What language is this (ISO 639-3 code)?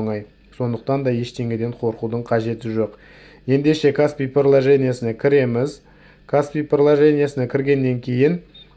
kaz